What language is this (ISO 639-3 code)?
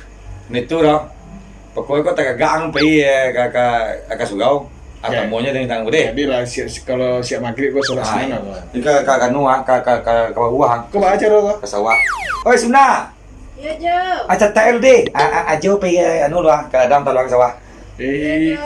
min